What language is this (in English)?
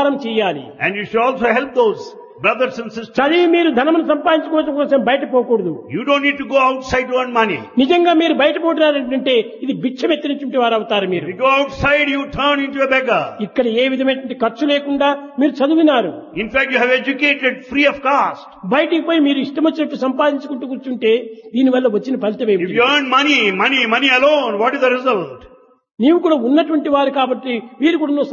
Telugu